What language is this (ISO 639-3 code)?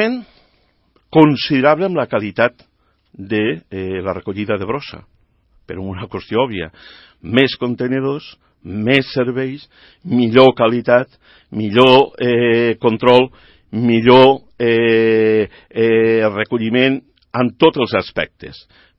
cat